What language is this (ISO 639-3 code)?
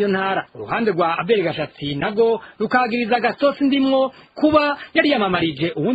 run